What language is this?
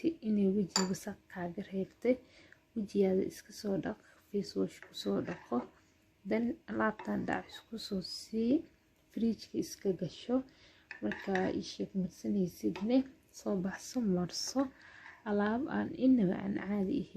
Somali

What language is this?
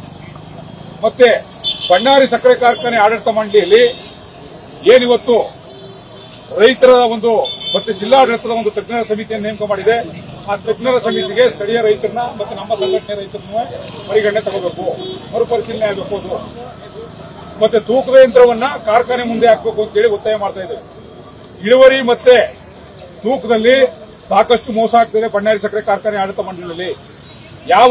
Kannada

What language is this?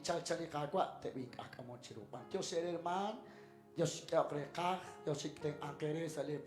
Kekchí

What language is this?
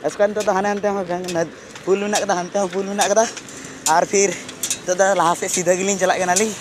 Santali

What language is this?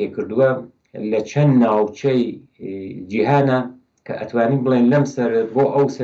Central Kurdish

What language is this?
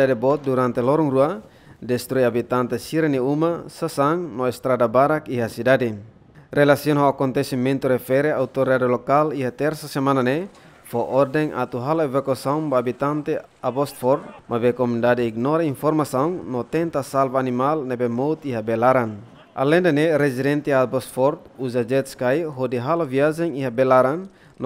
Tetum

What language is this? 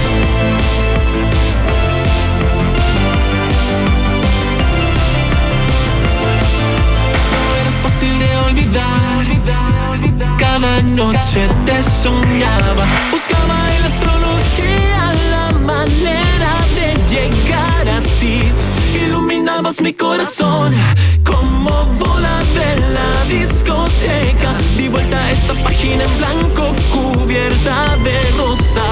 Spanish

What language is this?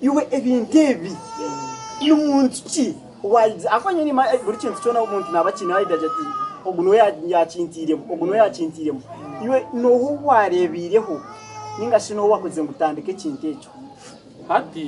Nyankole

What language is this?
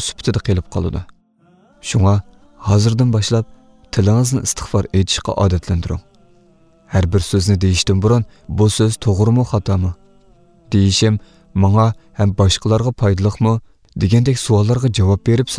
Uyghur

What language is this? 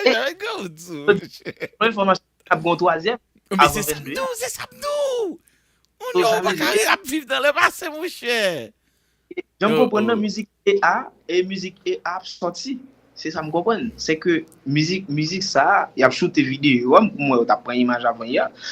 Haitian Creole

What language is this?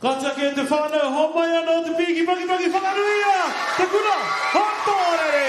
Māori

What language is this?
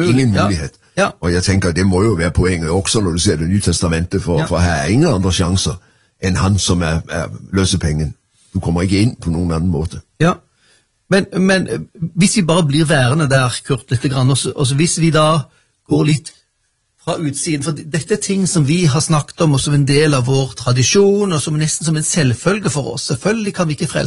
Norwegian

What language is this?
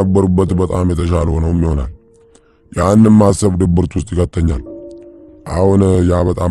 Amharic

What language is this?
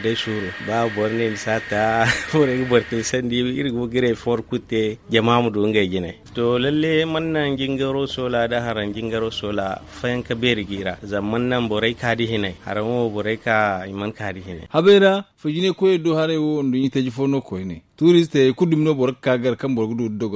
Zarma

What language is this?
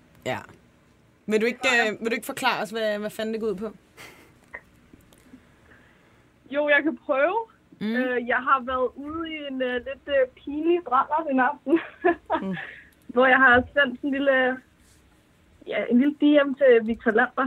Danish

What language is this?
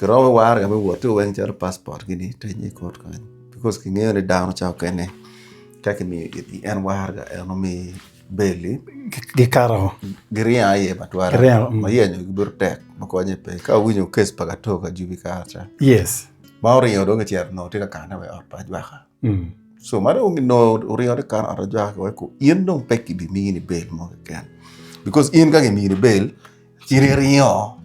Acoli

